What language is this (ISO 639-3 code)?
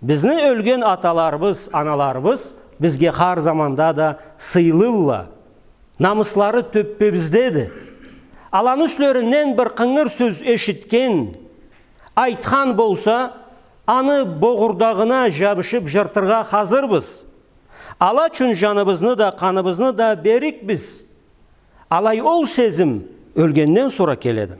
krc